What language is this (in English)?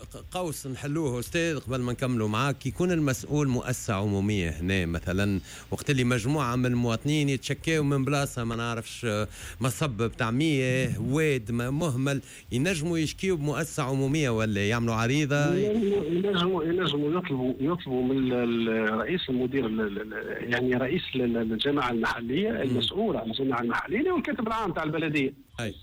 Tunisian Arabic